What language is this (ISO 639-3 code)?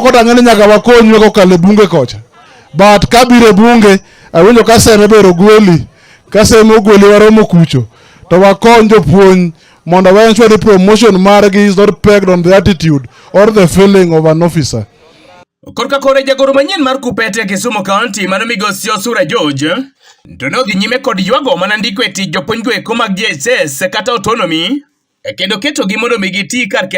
luo